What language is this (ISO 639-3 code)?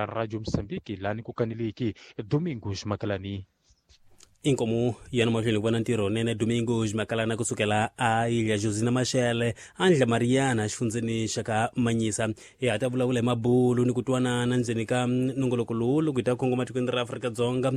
tso